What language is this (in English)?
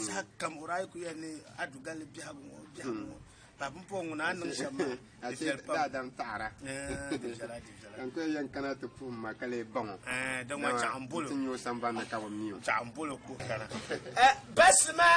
Dagbani